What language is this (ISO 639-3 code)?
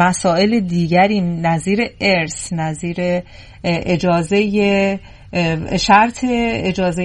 fas